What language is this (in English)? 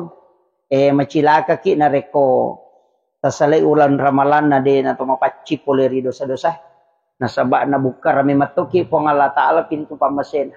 Buginese